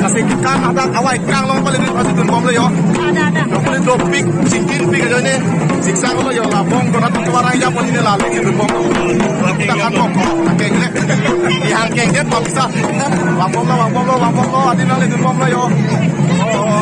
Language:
Karbi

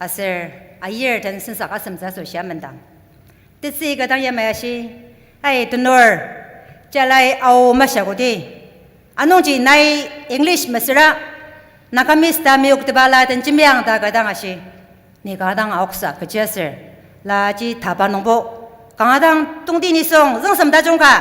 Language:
Ao Naga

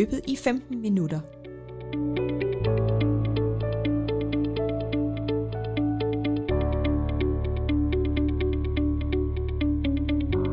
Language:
Danish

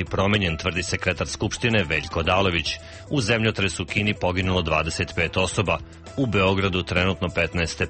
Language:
Serbian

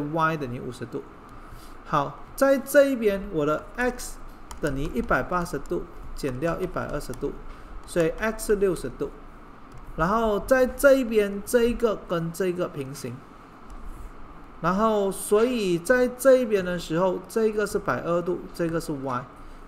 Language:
Chinese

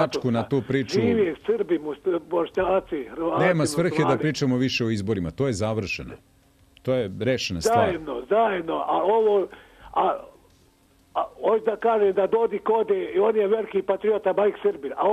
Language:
Serbian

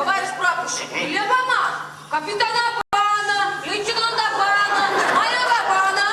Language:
Chuvash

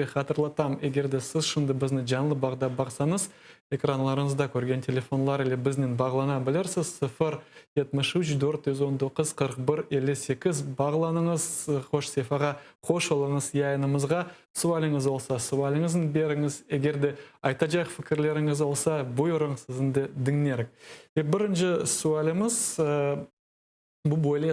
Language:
Crimean Tatar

